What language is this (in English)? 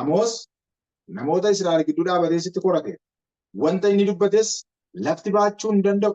Oromo